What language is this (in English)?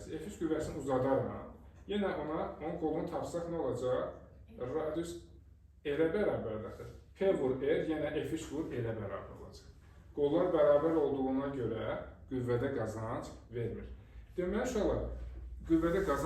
Azerbaijani